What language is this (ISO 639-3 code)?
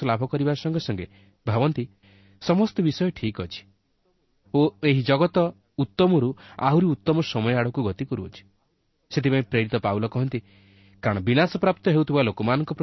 ori